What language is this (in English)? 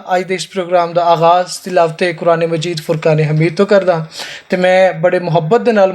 Western Panjabi